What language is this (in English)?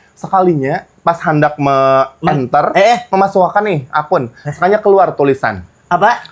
Banjar